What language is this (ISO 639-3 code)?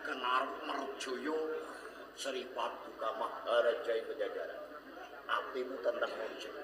jav